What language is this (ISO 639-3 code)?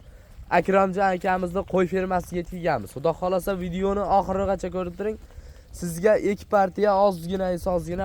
uzb